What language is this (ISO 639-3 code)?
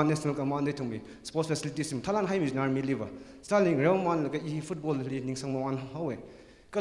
nmf